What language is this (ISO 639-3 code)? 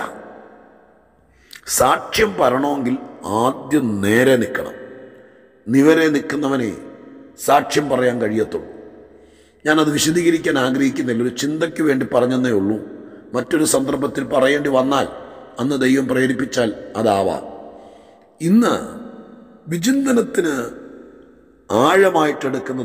mal